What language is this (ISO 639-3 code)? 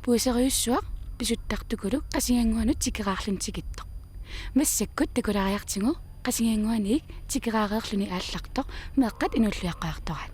kal